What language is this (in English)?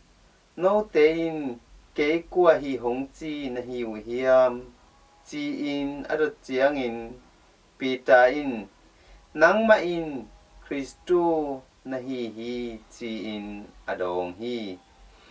Tedim Chin